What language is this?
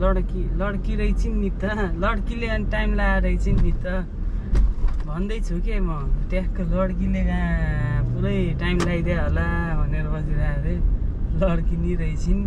Nepali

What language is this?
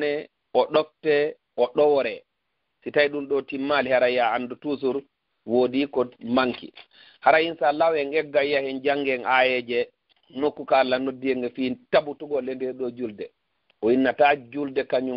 Fula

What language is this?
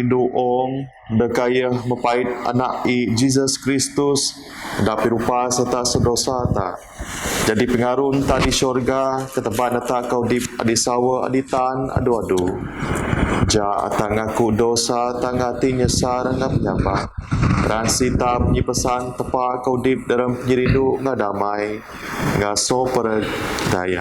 Biatah Bidayuh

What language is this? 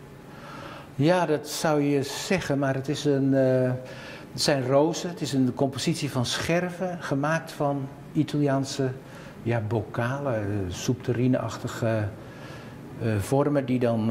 Dutch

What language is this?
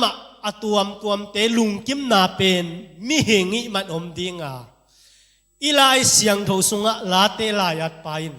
Tedim Chin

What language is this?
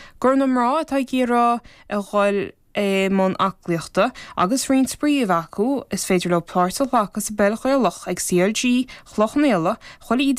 Irish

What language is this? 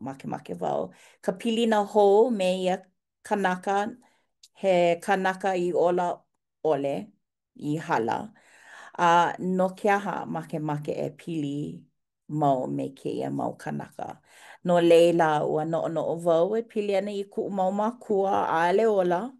Hawaiian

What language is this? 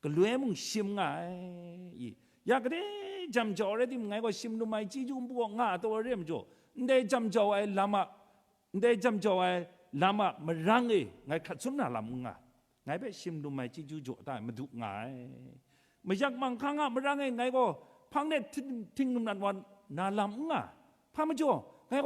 Kachin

